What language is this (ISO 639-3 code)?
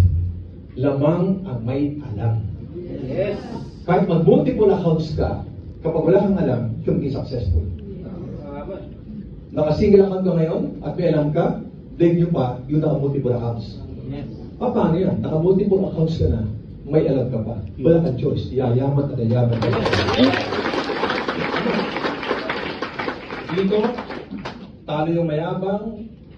fil